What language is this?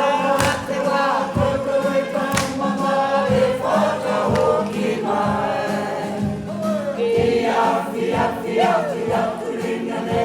Māori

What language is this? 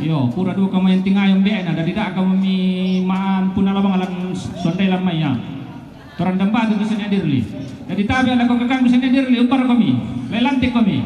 Toraja-Sa'dan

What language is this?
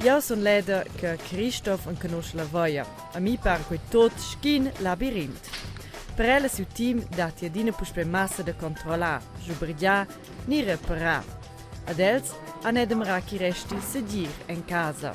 Romansh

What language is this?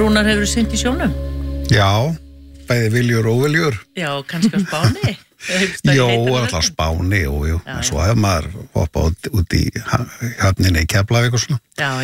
Icelandic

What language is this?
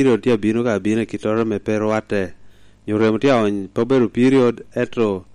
Lango (Uganda)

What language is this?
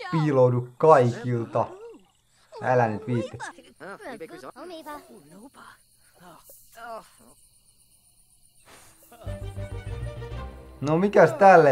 Finnish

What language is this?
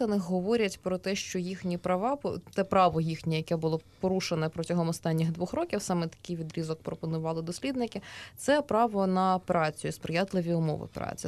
Ukrainian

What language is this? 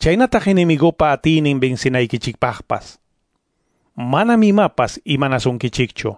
Quechua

